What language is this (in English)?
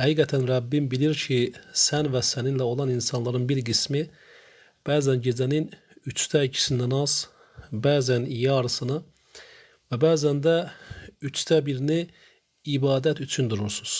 Azerbaijani